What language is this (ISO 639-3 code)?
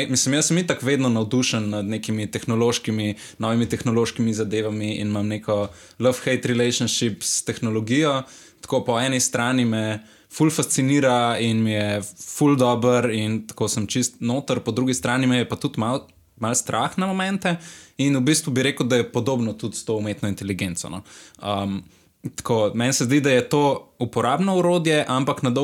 slv